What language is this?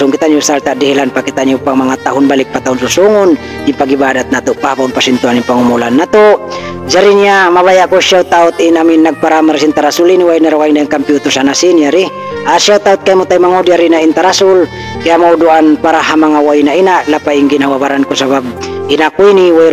Tausug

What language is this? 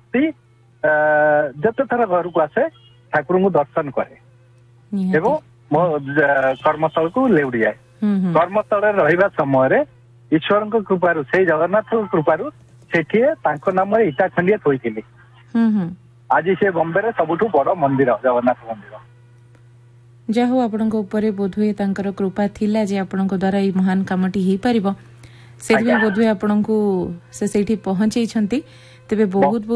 Odia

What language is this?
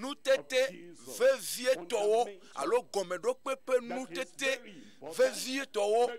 Ewe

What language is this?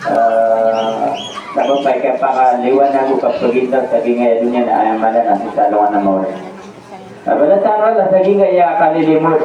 Maranao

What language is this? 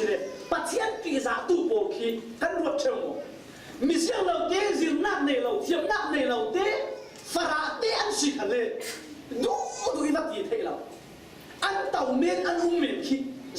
Falam Chin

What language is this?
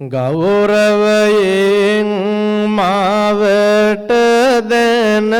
Sinhala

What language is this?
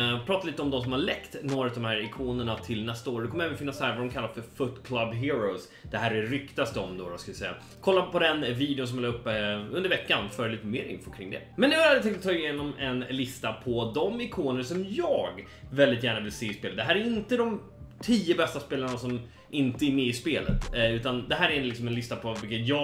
Swedish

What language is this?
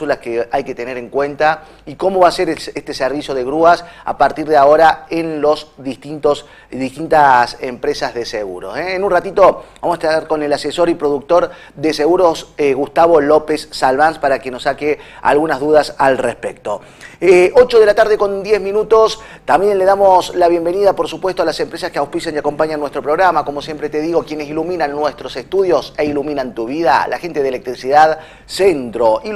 Spanish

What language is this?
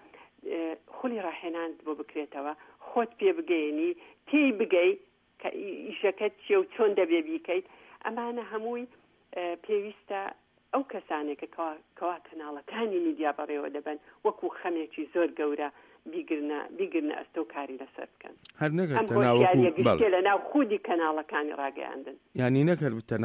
Central Kurdish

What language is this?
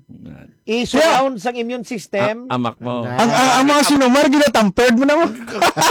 Hiligaynon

